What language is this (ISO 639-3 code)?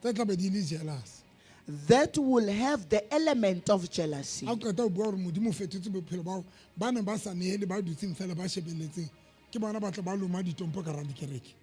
sot